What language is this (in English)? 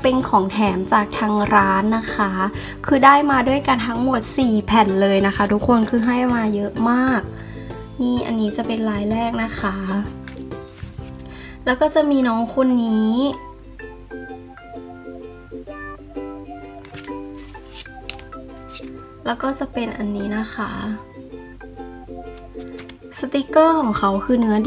Thai